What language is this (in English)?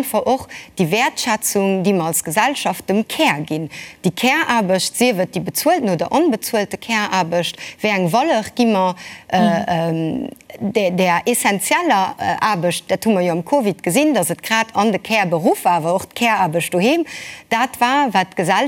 Luxembourgish